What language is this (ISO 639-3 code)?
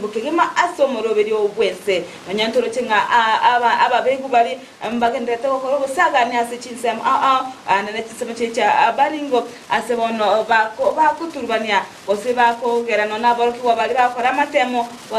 guz